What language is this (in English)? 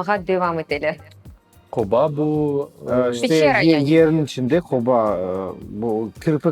Crimean Tatar